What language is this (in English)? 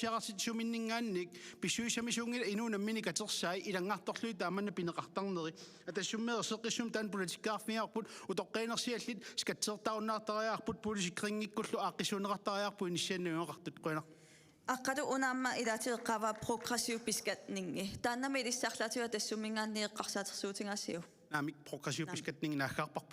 Kalaallisut